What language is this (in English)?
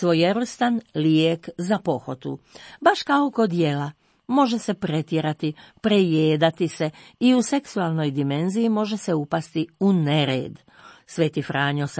Croatian